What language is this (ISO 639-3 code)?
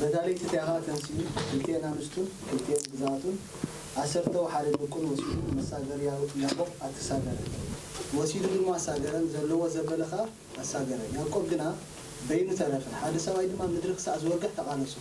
tir